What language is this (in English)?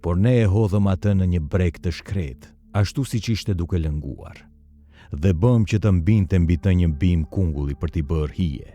Albanian